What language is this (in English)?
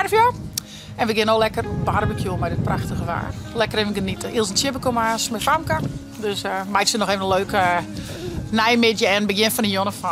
Western Frisian